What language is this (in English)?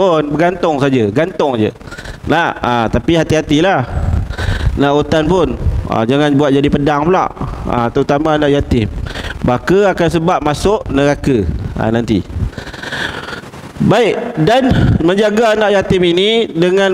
Malay